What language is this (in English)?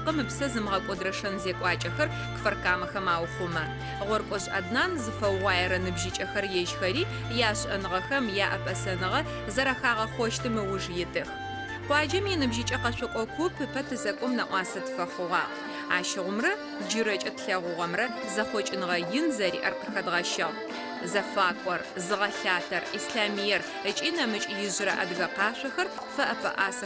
Adyghe